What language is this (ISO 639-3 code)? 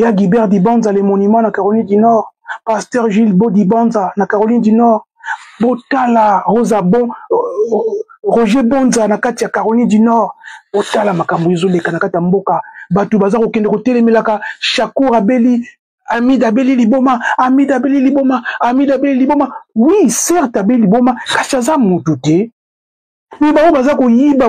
lin